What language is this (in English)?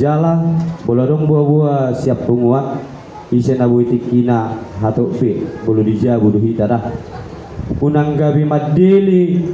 Batak Toba